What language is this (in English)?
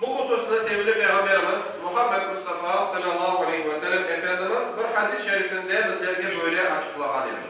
Crimean Tatar